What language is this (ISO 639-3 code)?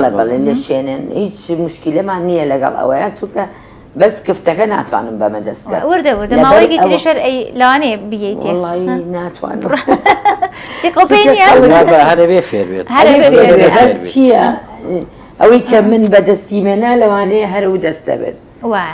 ckb